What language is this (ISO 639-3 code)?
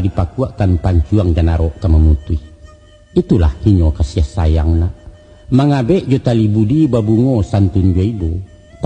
min